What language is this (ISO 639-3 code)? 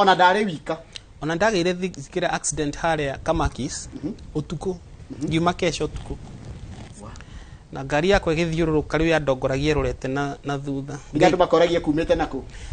kik